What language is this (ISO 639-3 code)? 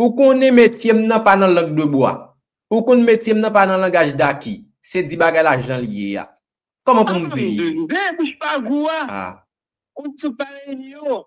hat